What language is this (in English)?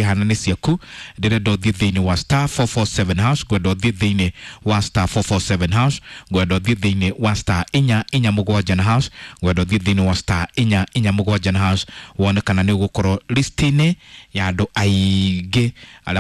Kikuyu